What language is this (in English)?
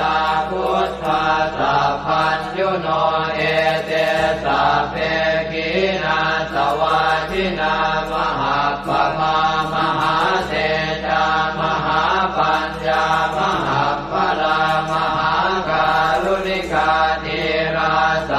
Pali